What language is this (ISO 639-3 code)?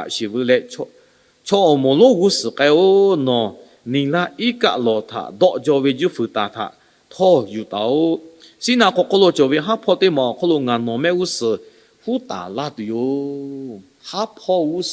lhu